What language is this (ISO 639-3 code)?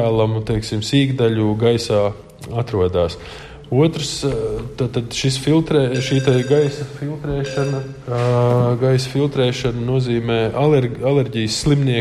lav